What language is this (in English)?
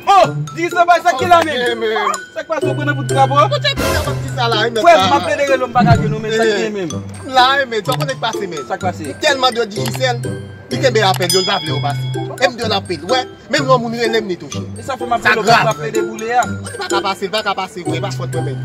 Haitian Creole